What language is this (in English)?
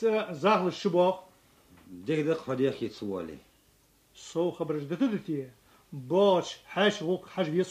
Ingush